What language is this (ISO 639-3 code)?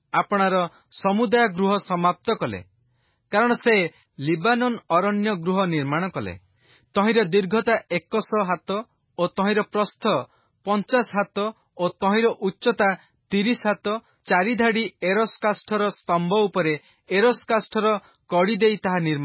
ori